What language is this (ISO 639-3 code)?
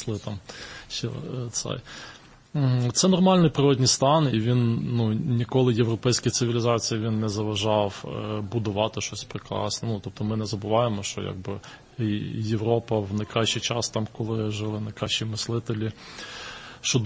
ukr